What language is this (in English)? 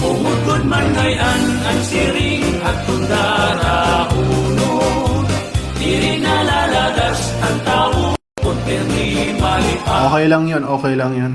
Waray